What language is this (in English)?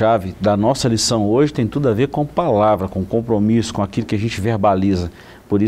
Portuguese